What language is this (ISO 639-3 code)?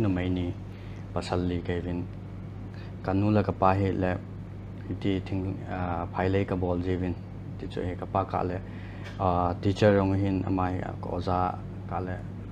pck